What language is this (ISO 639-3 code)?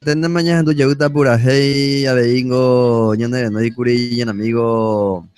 grn